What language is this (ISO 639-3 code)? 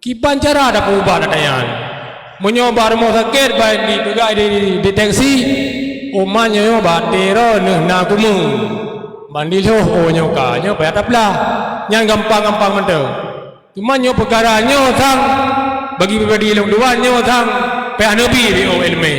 ace